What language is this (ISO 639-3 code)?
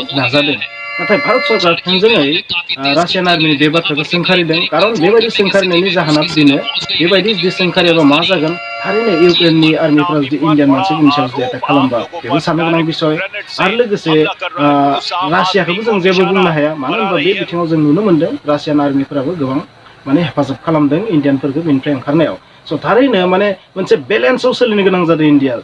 brx